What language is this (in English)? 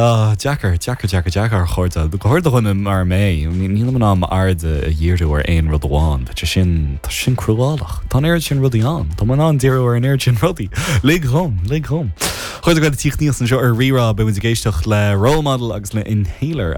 Irish